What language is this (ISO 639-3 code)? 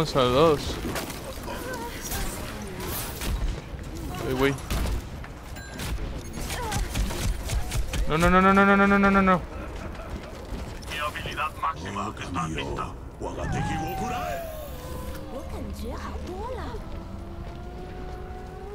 spa